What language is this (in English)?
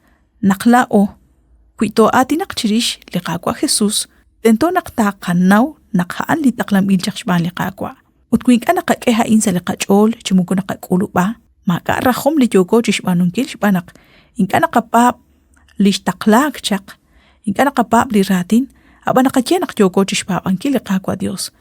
Kekchí